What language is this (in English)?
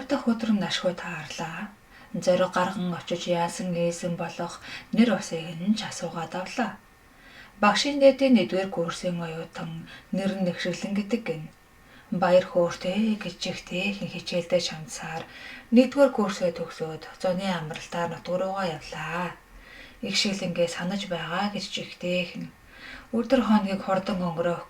Mongolian